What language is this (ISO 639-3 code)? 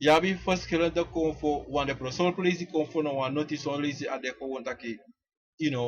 srn